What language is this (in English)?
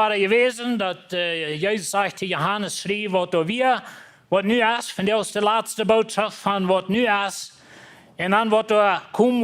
Plautdietsch